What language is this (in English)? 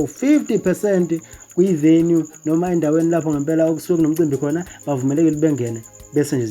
Zulu